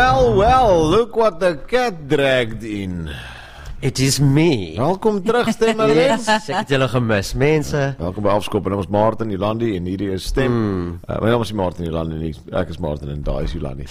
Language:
Afrikaans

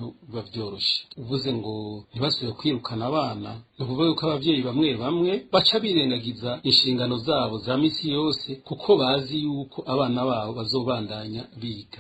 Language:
Rundi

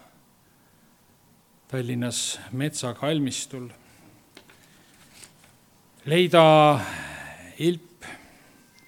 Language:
Estonian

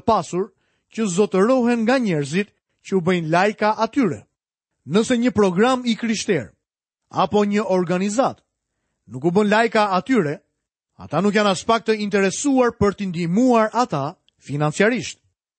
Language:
Albanian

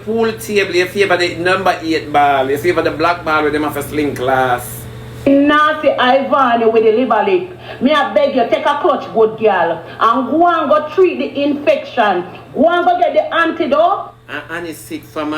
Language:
Jamaican Creole English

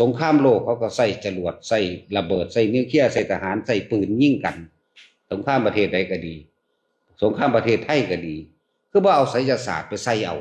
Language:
Northeastern Thai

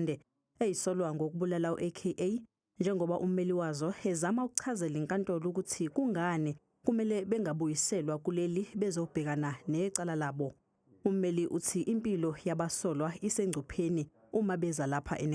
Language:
Zulu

